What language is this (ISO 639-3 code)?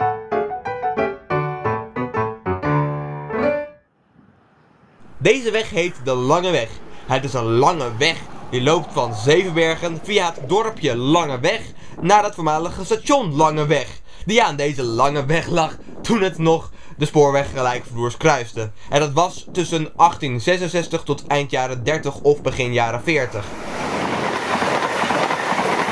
nld